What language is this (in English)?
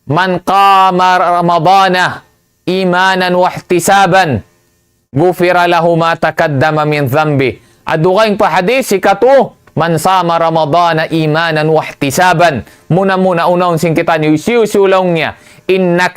Tausug